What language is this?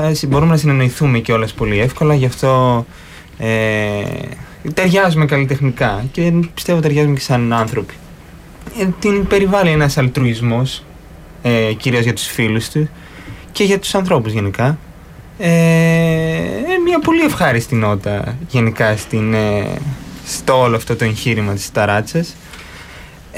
Greek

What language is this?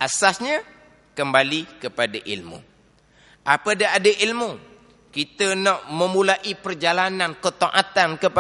Malay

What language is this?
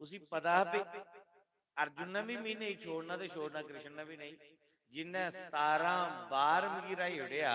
Dogri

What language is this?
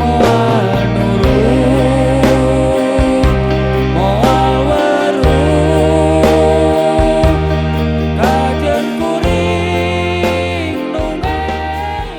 Sundanese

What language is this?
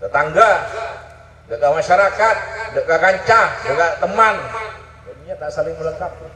Madurese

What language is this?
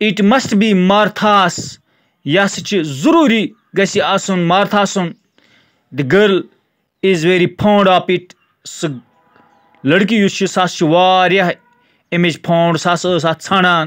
Kashmiri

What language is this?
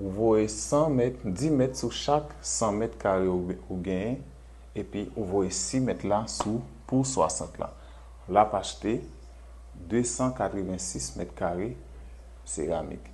Haitian Creole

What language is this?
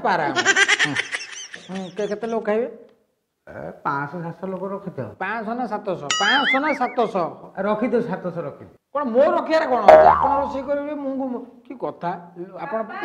Odia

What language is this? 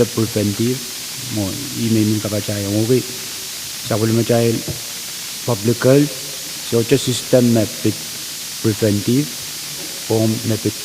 Pohnpeian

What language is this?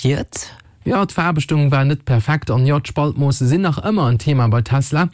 Luxembourgish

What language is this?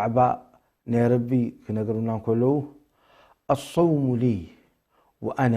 Tigrinya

